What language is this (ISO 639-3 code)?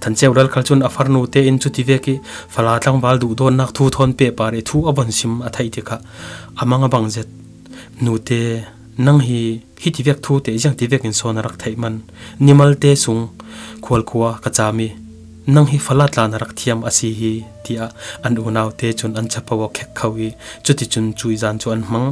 cfm